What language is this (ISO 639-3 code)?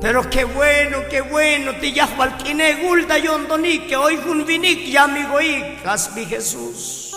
tzo